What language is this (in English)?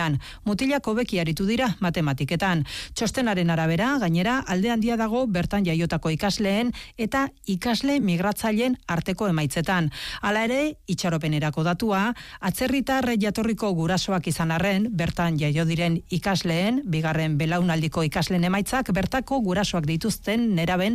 Basque